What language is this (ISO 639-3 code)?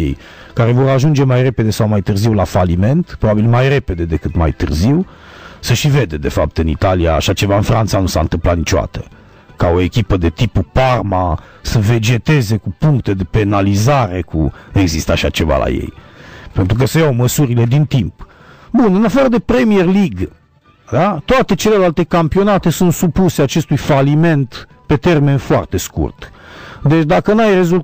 ron